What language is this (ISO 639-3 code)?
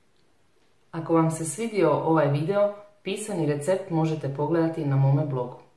hrv